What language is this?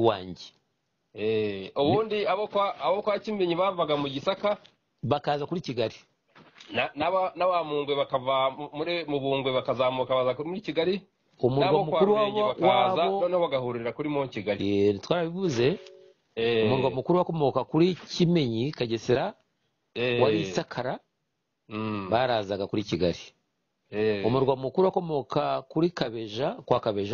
Kinyarwanda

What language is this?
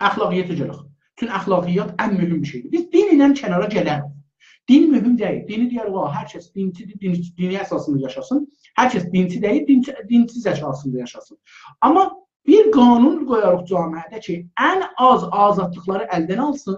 South Azerbaijani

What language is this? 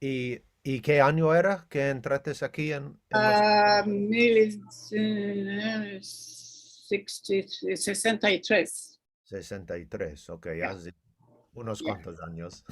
Ladino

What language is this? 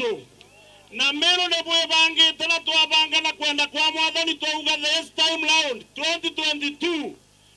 Meru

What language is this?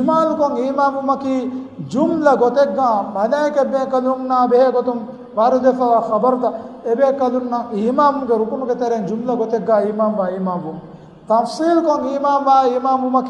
Divehi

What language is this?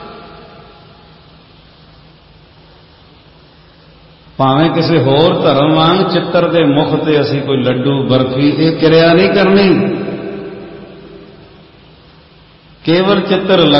Punjabi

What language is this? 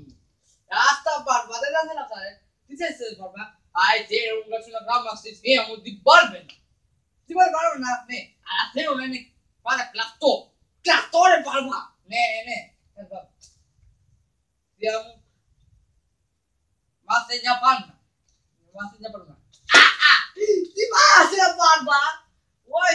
Greek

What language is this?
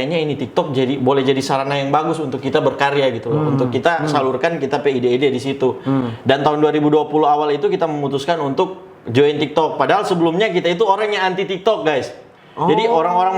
Manado Malay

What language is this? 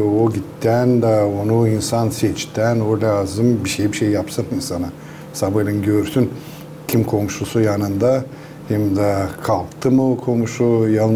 Gagauz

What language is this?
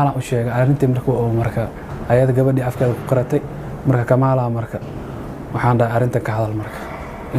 Somali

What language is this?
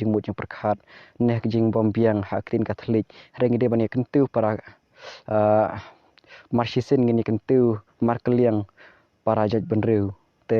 Khasi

